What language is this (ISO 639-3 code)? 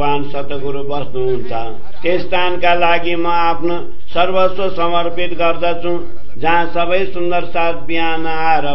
nep